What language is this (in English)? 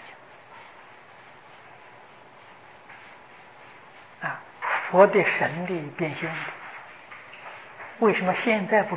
Chinese